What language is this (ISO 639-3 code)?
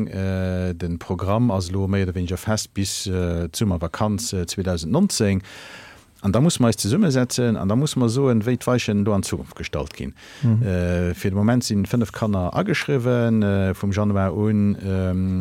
ltz